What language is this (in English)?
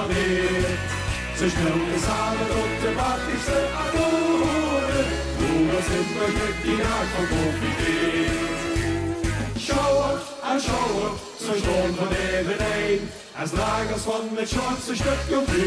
Limburgish